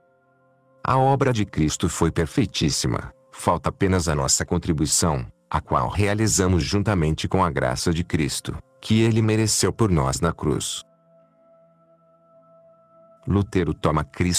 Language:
Portuguese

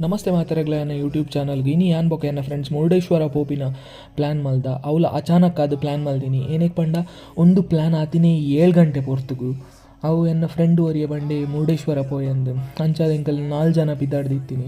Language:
Tulu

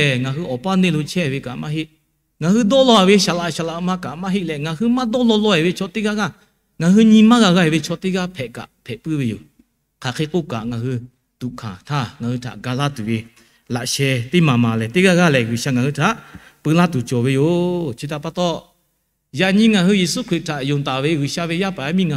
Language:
Lahu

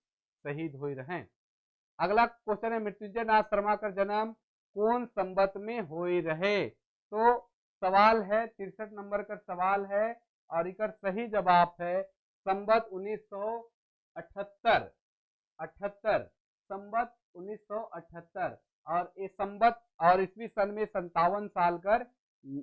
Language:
Sadri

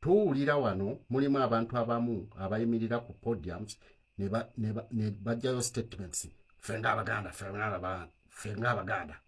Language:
Ganda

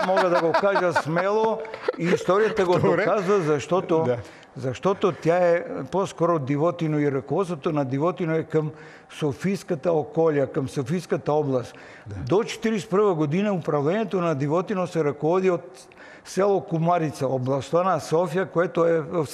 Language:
Bulgarian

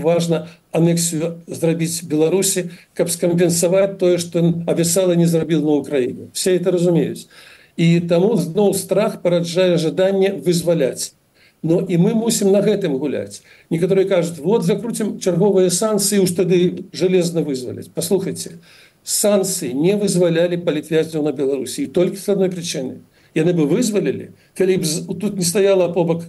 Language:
Belarusian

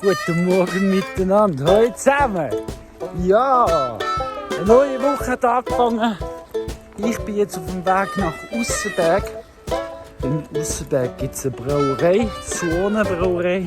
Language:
Swiss German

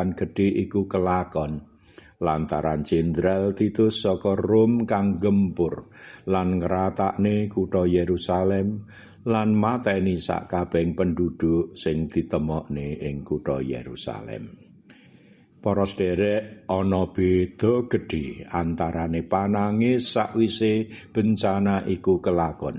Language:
Javanese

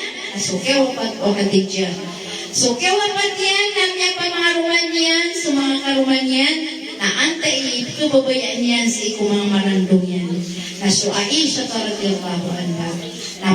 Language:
Maranao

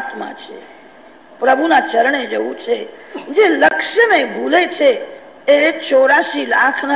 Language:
Gujarati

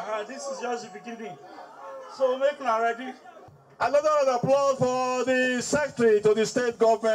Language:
Nigerian Pidgin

